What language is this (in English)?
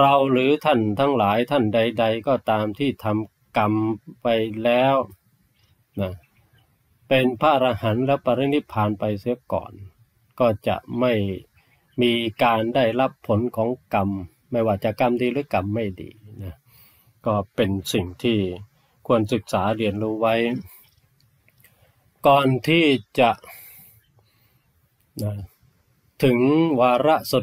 Thai